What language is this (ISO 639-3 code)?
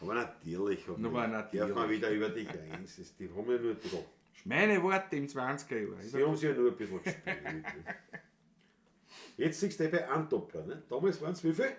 bar